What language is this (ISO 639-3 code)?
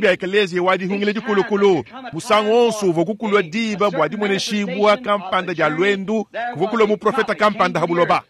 lua